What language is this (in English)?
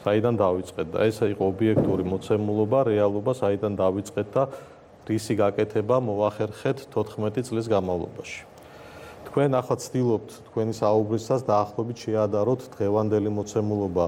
Georgian